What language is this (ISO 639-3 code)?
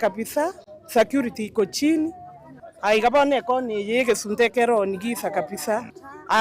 guz